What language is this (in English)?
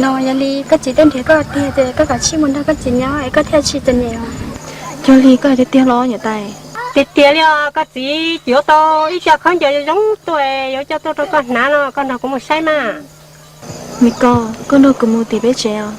Hmong